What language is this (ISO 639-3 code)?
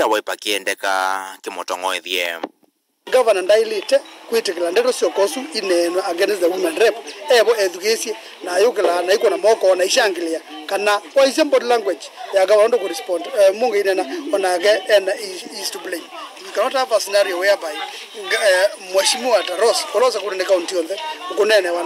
kam